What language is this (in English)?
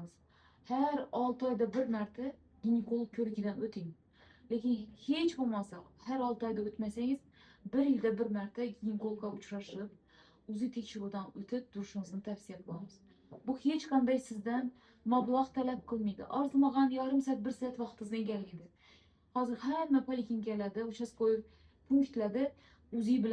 Uzbek